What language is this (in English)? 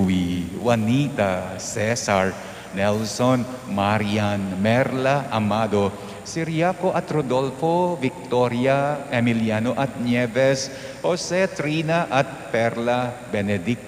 Pampanga